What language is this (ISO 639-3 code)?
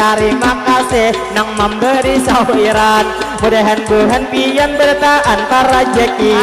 bjn